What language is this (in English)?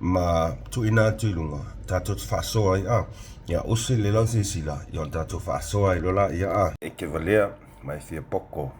Samoan